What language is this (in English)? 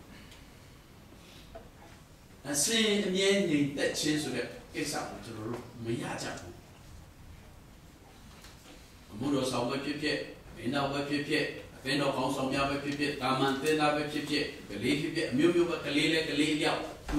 Burmese